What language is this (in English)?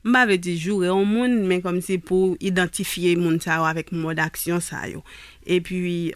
Haitian Creole